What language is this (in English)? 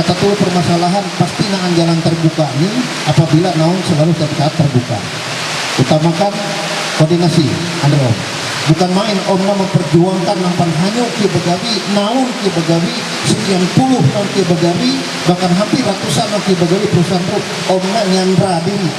Ma'anyan